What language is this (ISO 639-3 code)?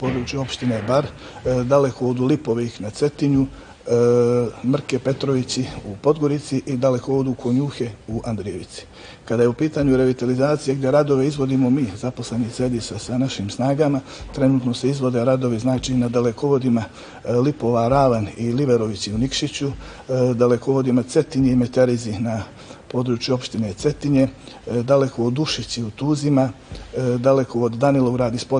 bos